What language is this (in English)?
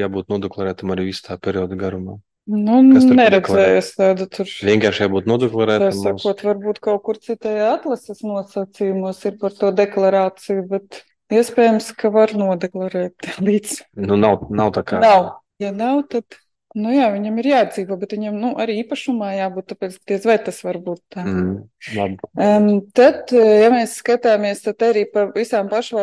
Latvian